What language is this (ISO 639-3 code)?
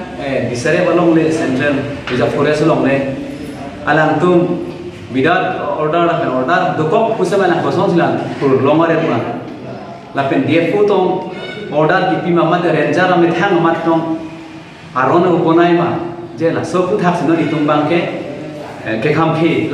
mjw